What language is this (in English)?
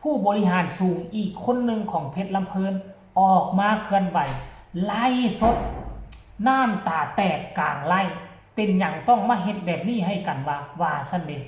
Northeastern Thai